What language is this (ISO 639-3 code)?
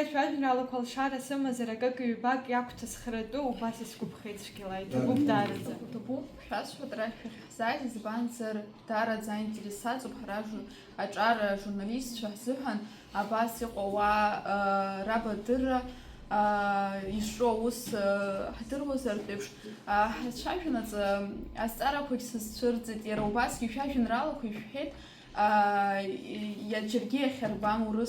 abk